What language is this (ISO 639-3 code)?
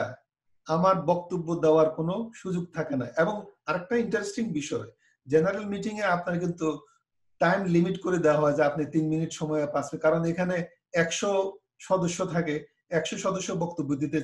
ben